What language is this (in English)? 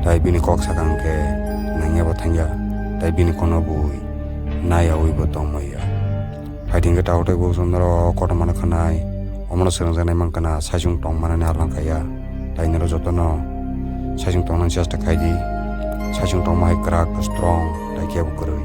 Kok Borok